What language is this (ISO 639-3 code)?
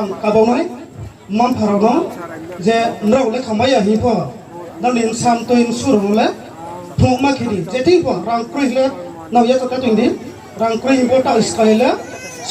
ria